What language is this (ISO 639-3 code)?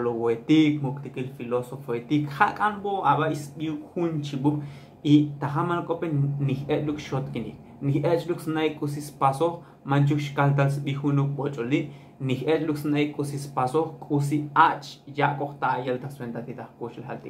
tzo